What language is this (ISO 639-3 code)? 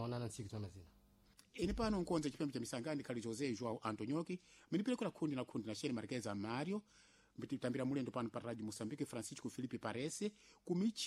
seh